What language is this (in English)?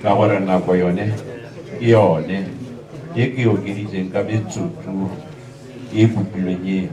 Tswana